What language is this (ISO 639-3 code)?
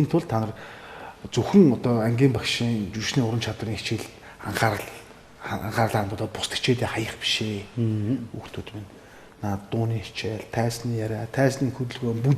mon